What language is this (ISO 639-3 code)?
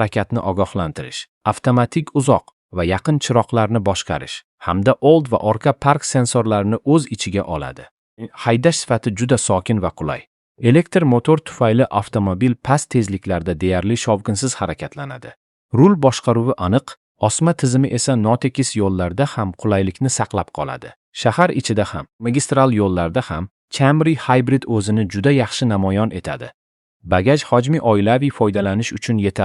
uzb